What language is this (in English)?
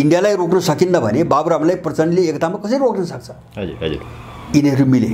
Nepali